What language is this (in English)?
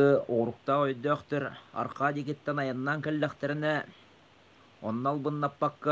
Yakut